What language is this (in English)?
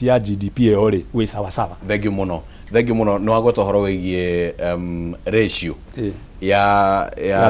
Kikuyu